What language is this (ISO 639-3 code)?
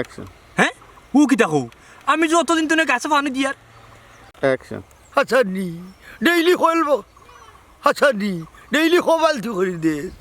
syl